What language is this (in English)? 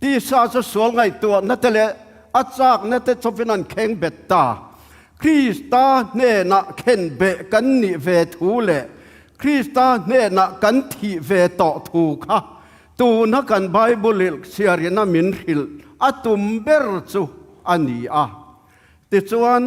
Tedim Chin